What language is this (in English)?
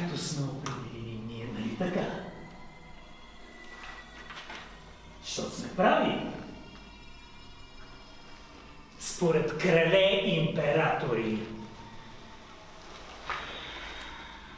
Bulgarian